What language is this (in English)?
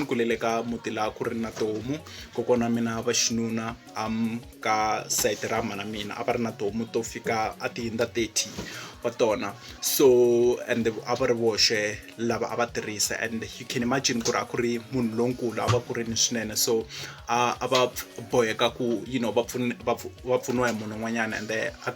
Tsonga